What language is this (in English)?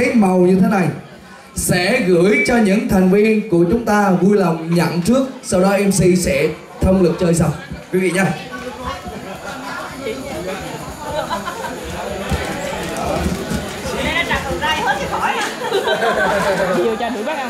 Vietnamese